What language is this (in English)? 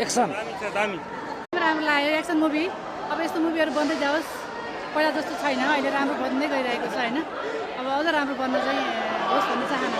Nepali